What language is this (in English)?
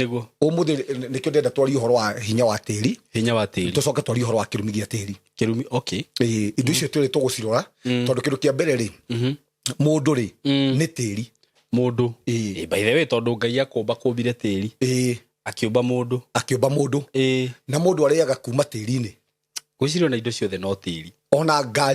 Kikuyu